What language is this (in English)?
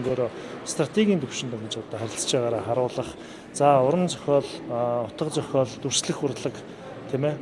Mongolian